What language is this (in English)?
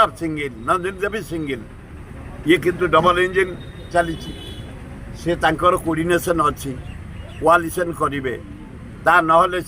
Odia